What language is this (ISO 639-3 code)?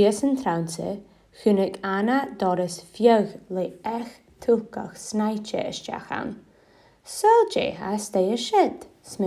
gla